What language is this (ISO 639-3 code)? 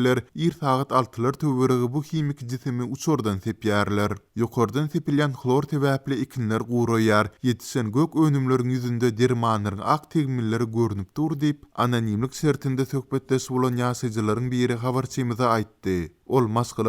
tuk